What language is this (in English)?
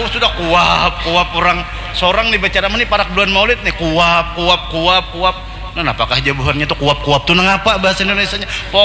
Banjar